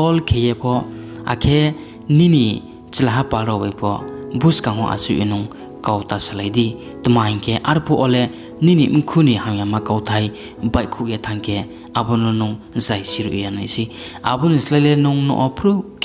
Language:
Riang (India)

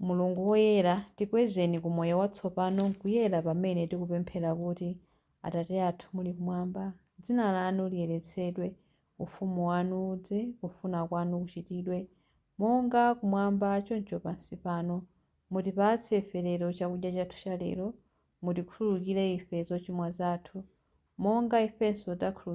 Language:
Nyanja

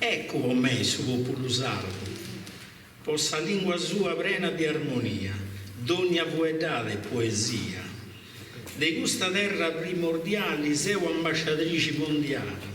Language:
Sardinian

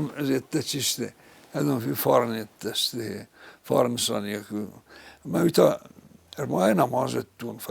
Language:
Ossetic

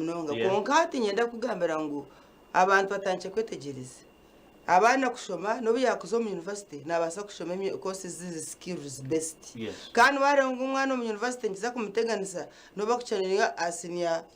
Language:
Nyankole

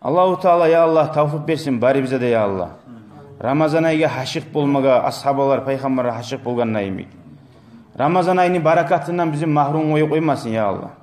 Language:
Kumyk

